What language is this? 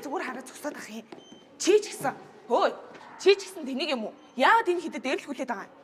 Mongolian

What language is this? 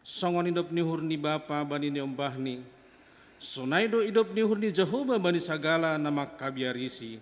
Batak Simalungun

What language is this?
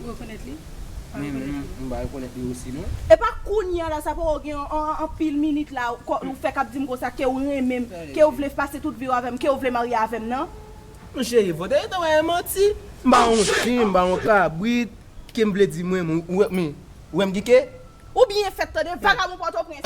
Haitian Creole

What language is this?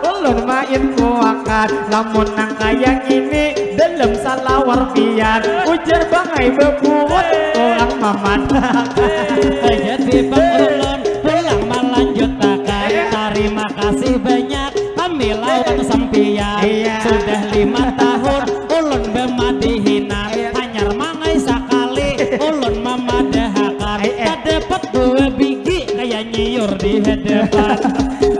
Banjar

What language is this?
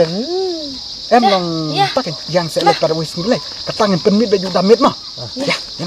Khasi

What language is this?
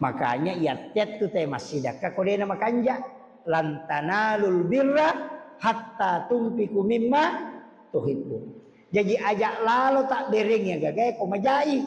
Buginese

